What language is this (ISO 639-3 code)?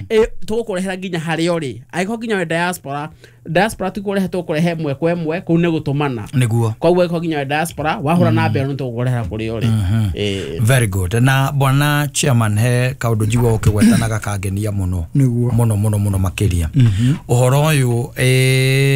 kik